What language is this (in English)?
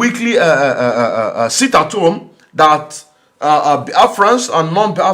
Nigerian Pidgin